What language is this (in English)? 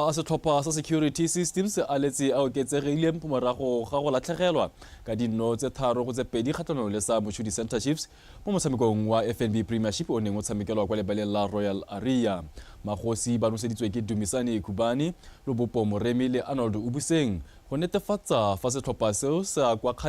Tswana